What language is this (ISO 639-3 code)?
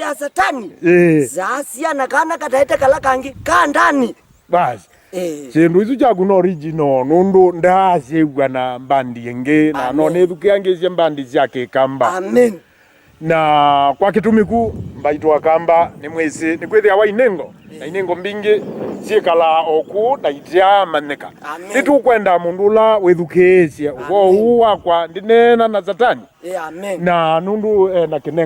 kam